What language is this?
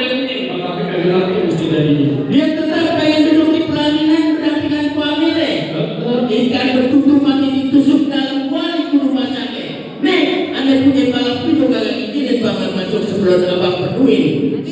Betawi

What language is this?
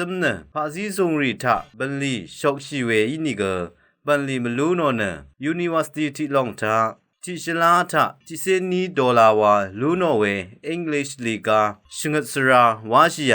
Rawang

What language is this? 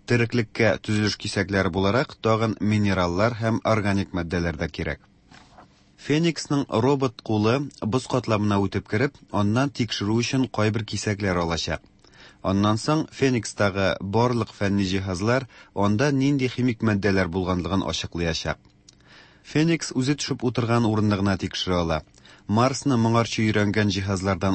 Tatar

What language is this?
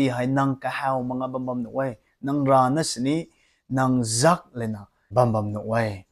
Rongmei Naga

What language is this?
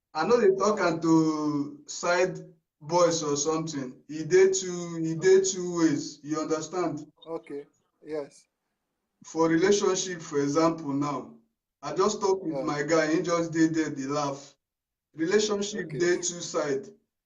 Nigerian Pidgin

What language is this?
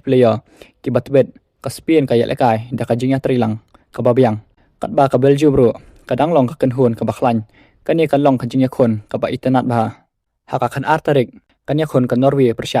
Khasi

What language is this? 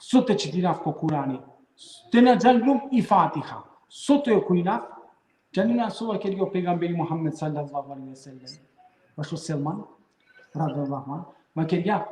Balkan Romani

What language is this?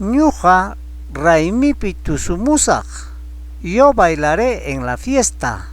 Ayacucho Quechua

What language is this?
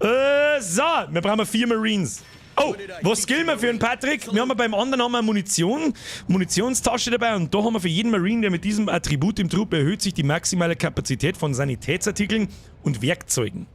Bavarian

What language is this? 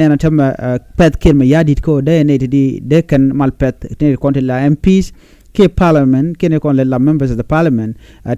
Nuer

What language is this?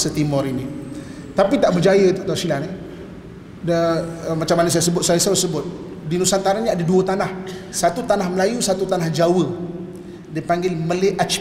Malay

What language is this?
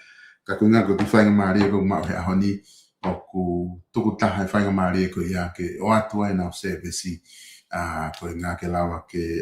Tongan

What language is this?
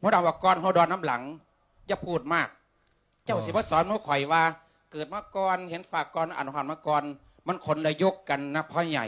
Lao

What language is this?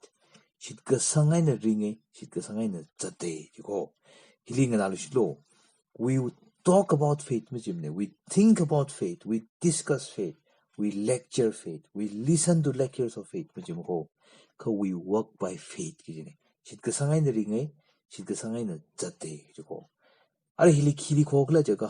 Tangkhul Naga (India)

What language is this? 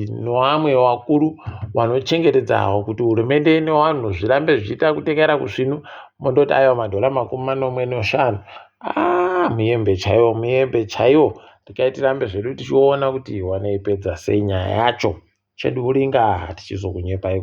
Ndau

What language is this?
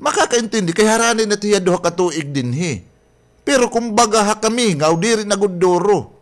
Waray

